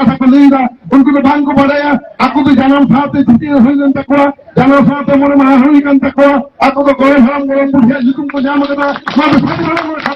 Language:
Santali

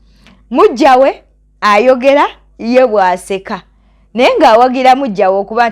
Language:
Ganda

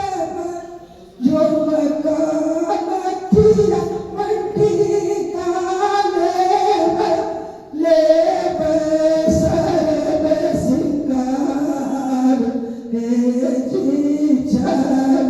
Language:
Angika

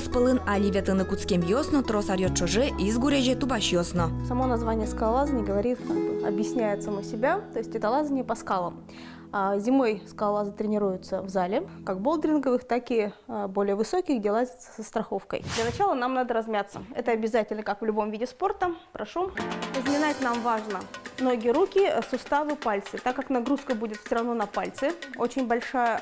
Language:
Udmurt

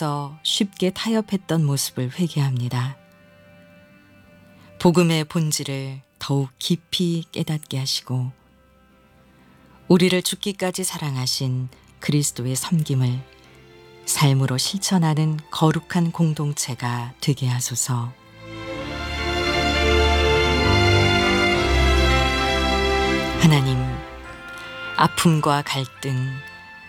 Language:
Korean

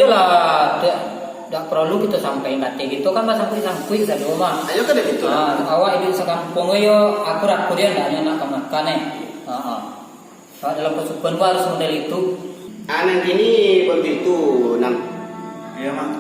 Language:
Minangkabau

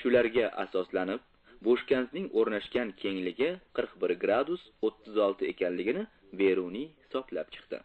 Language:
Uzbek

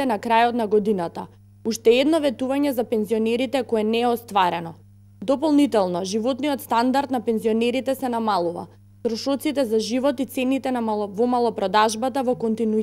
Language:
Macedonian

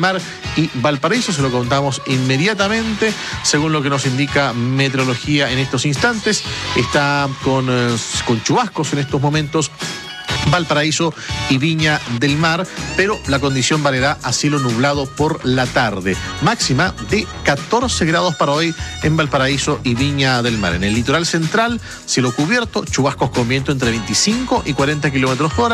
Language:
Spanish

